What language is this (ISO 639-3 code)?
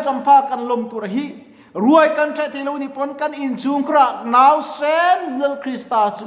lus